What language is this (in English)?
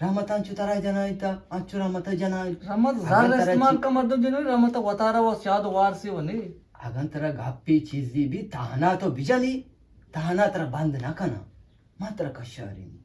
Eastern Balochi